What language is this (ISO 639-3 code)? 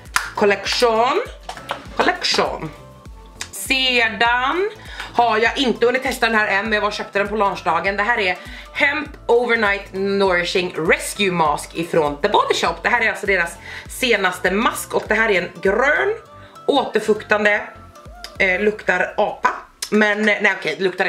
swe